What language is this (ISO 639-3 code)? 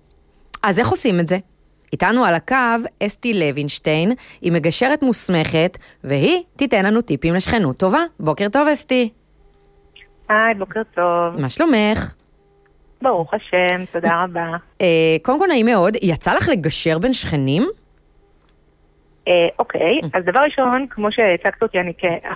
heb